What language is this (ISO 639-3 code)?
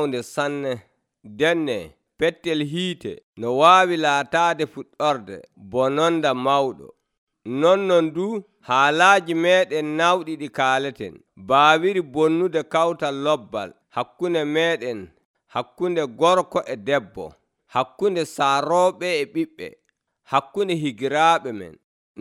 fuv